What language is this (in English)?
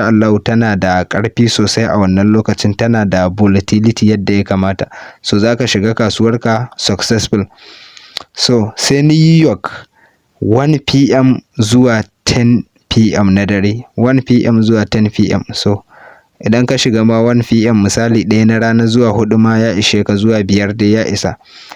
Hausa